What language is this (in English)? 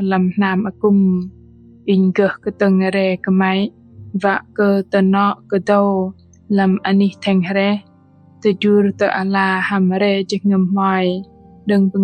Bahnar